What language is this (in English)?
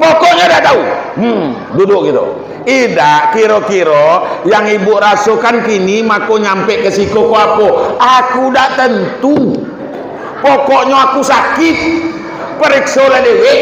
Minangkabau